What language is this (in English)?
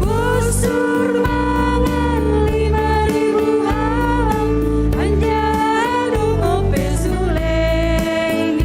Batak Simalungun